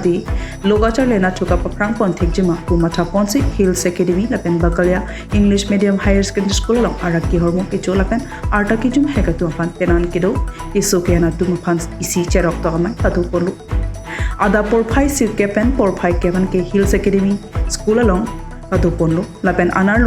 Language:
Karbi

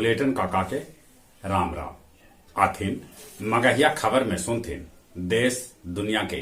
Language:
Magahi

